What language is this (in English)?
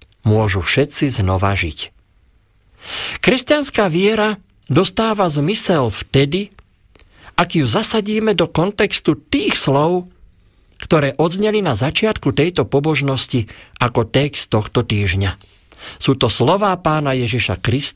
Slovak